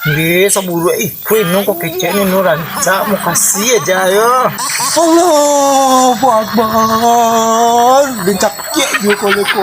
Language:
Minangkabau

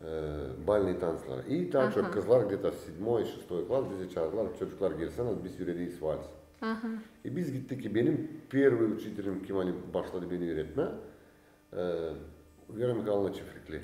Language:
Gagauz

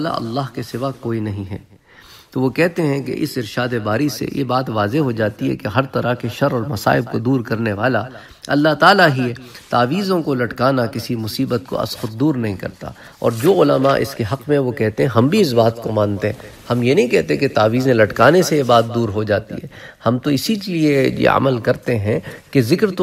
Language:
Urdu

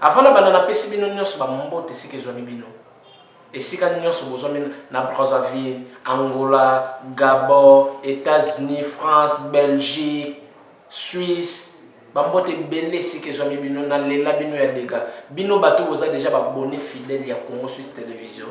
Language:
Lingala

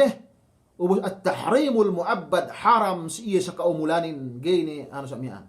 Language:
Yakan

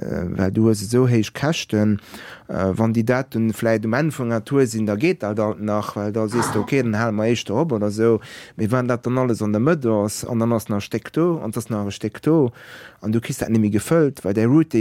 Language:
Luxembourgish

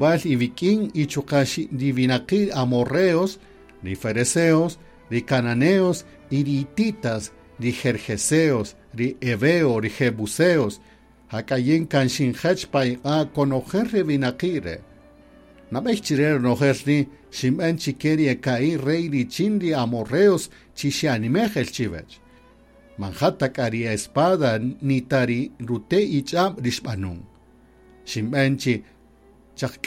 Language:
Kaqchikel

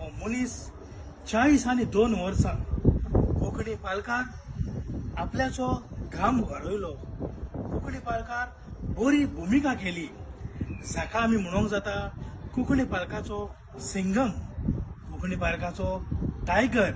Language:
Konkani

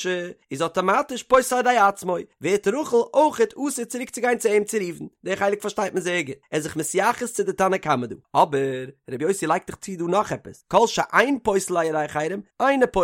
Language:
Yiddish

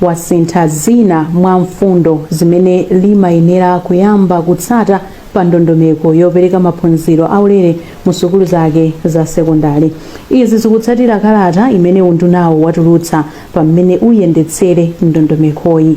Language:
Nyanja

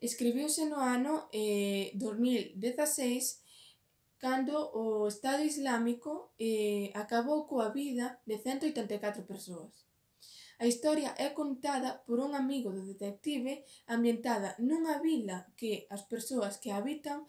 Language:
Galician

